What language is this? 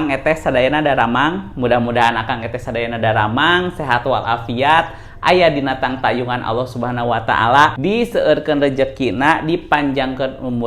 Sundanese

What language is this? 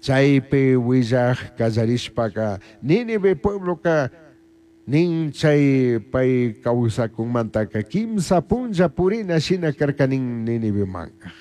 Chimborazo Highland Quichua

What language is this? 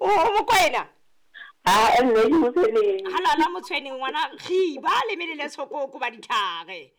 Southern Sotho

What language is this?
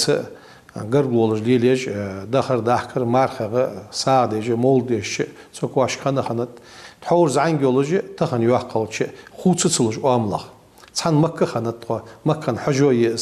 Ingush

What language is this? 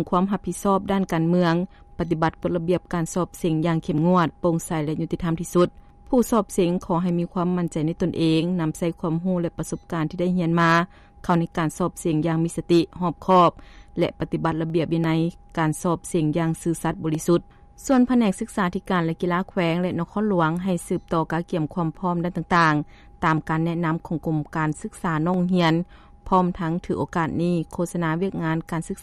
Lao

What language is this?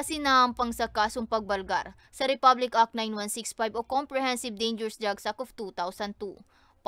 Bikol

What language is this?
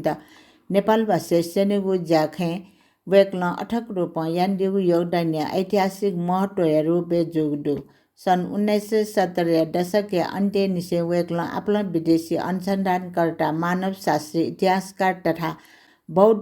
Newari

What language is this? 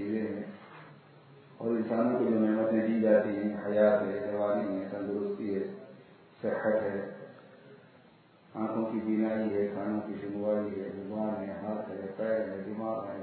Urdu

